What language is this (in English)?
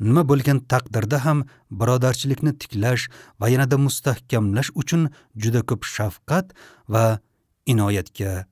Uzbek